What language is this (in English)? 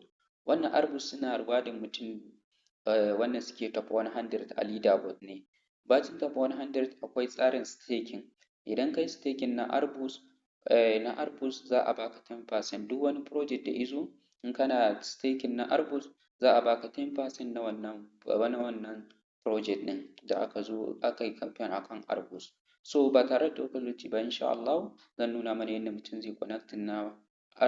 Hausa